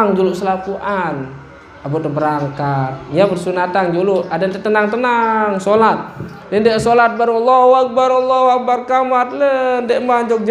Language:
Sasak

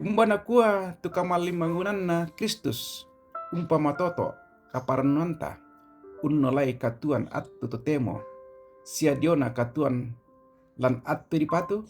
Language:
Toraja-Sa'dan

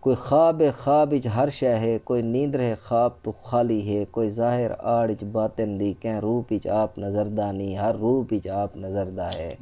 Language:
Saraiki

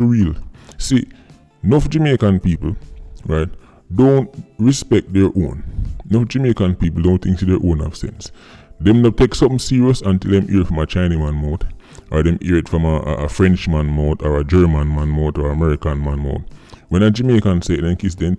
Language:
Jamaican Creole English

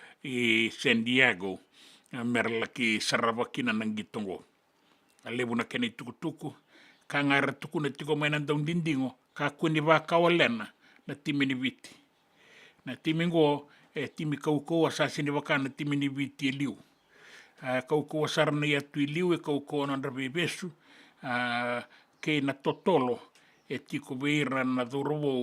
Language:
Fijian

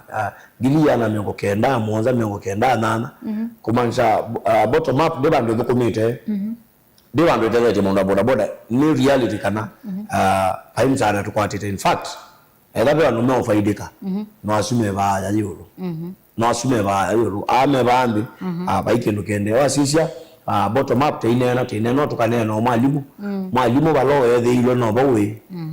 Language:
Kamba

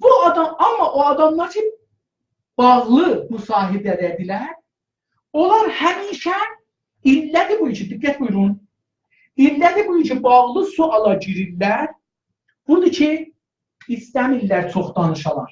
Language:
South Azerbaijani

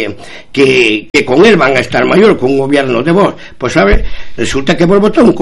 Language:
Galician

